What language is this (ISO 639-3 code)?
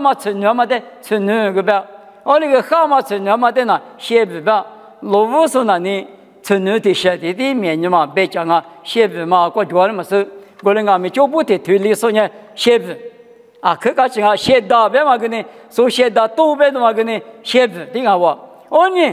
lis